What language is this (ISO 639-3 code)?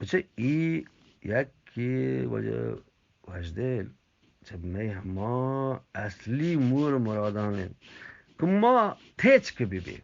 bgp